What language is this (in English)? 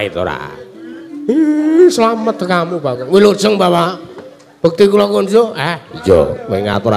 Javanese